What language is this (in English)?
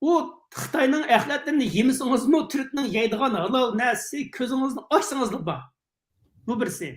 Uyghur